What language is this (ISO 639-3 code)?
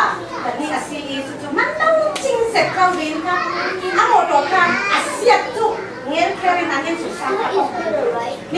cfm